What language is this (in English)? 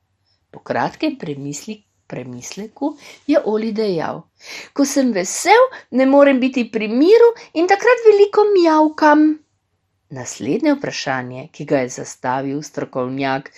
Slovenian